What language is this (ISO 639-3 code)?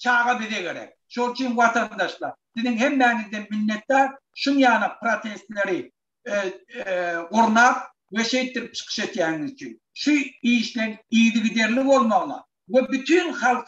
tuk